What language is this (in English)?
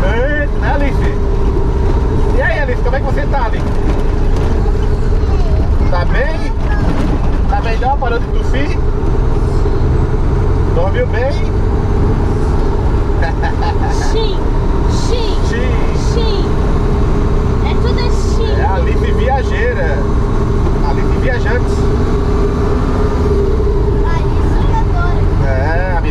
Portuguese